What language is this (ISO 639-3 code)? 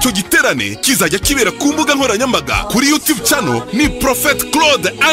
kin